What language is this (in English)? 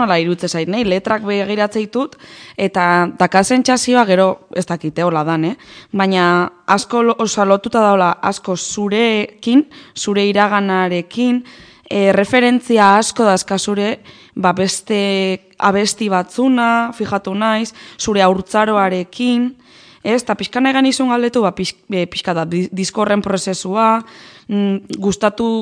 Basque